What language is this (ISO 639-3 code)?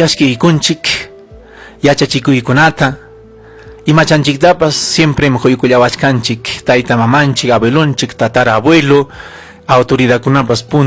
quy